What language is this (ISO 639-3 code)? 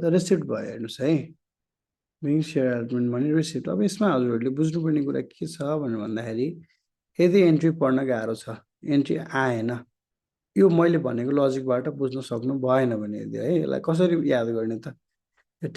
nep